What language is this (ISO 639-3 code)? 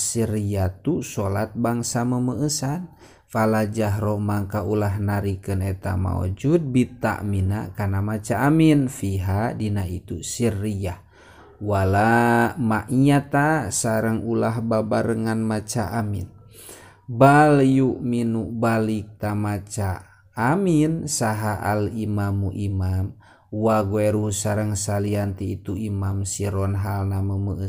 sun